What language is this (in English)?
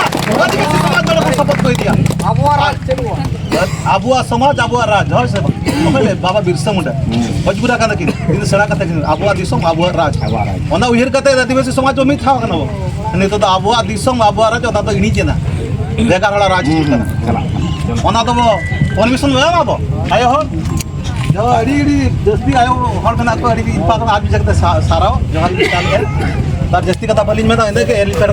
Santali